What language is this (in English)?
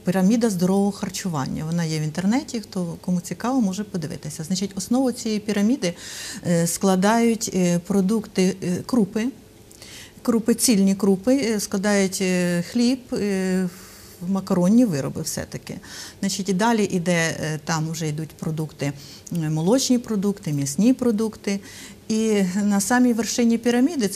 Ukrainian